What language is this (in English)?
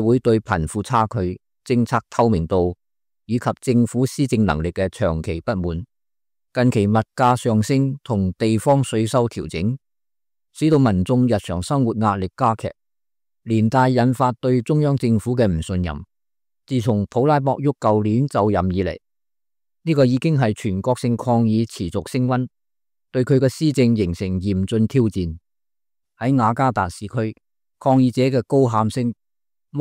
Cantonese